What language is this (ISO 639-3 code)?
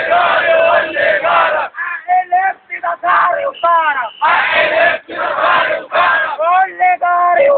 arz